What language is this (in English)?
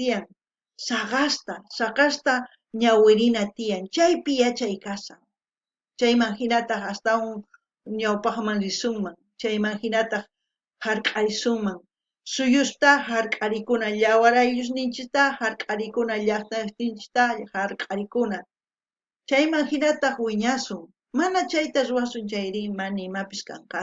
South Bolivian Quechua